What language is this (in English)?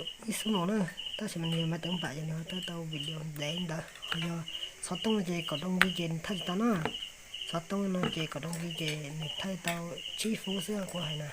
Hmong